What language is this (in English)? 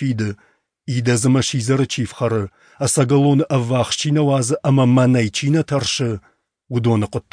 Ossetic